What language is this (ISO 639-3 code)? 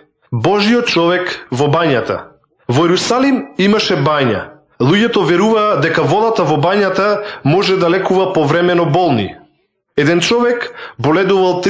mkd